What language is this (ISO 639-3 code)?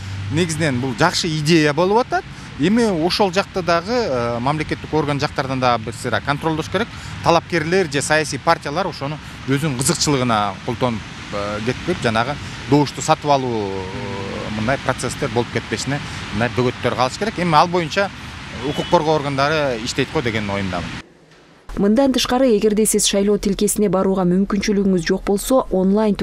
kir